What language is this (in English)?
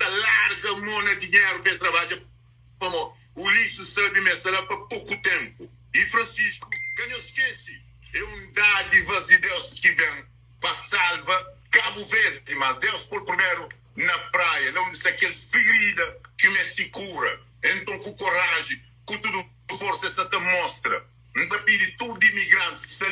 Kabuverdianu